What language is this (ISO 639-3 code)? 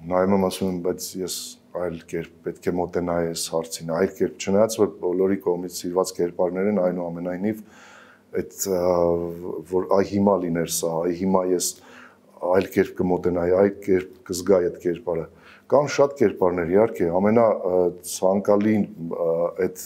hye